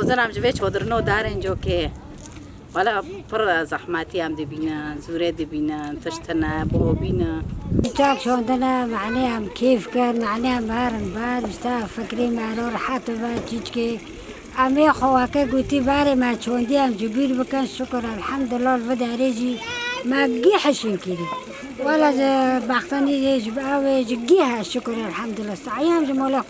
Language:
Kurdish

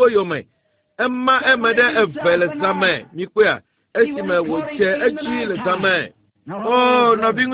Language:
Ewe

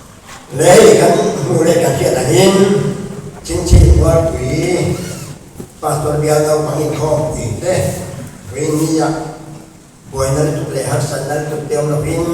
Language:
Mizo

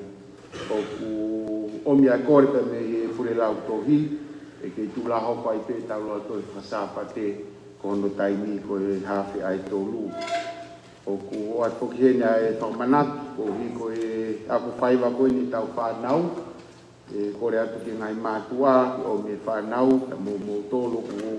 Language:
Tongan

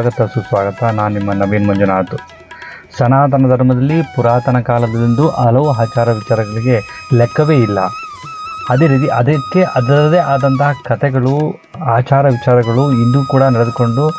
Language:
Kannada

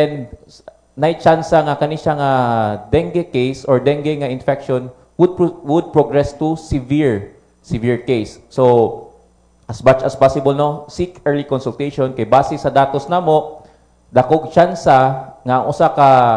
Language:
Cebuano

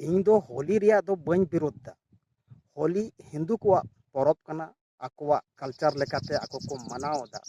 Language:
Santali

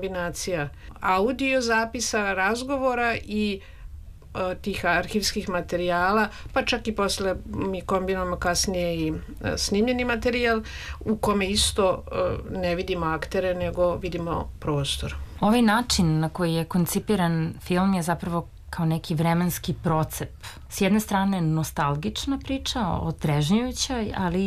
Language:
Serbian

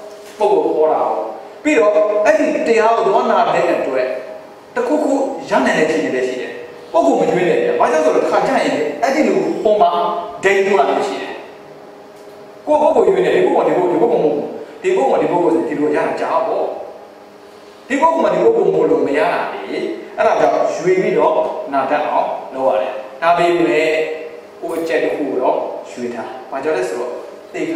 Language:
Burmese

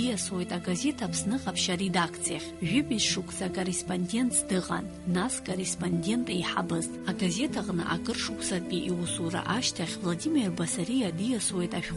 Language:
Abkhazian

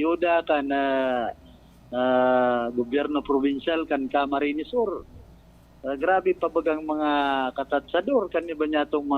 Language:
Bikol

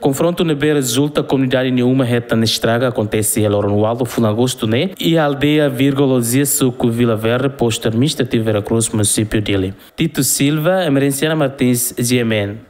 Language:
Tetum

